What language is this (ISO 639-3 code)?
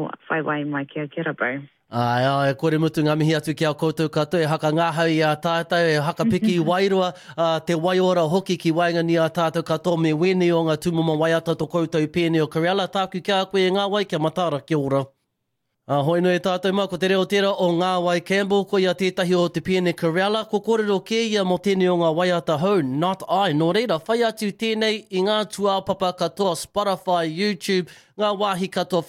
mri